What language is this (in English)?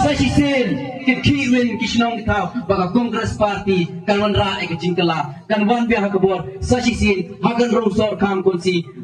Khasi